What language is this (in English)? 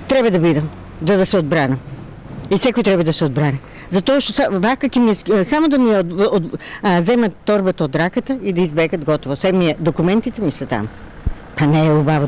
Macedonian